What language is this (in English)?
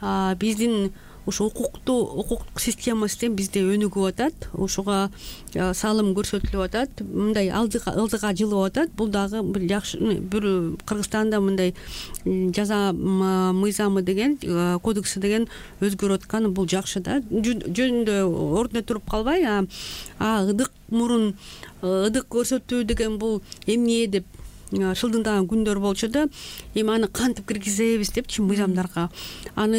Kyrgyz